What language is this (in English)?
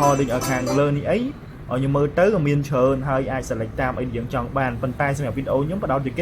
Khmer